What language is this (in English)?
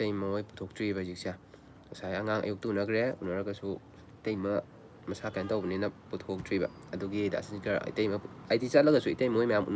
Manipuri